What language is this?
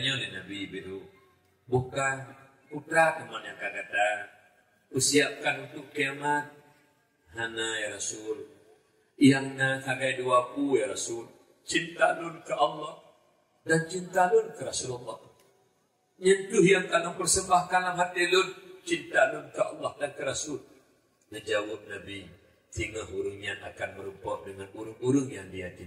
Achinese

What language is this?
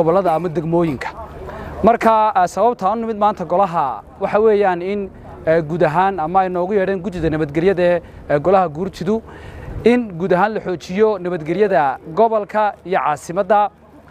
Somali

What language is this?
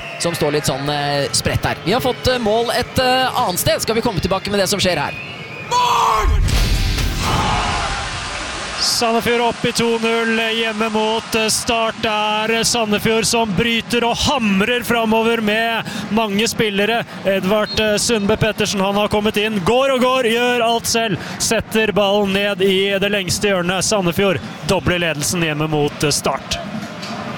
Norwegian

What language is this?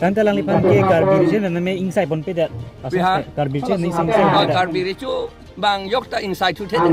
Karbi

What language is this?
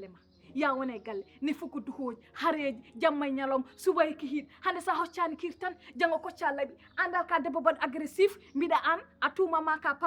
Fula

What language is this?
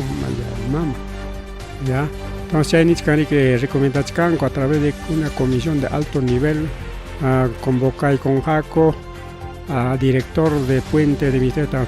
Ayacucho Quechua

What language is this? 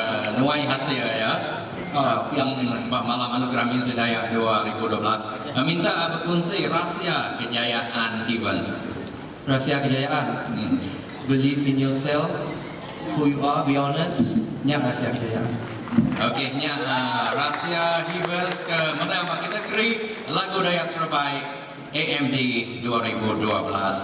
Iban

